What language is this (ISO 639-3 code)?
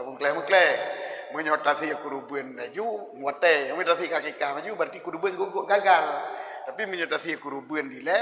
ace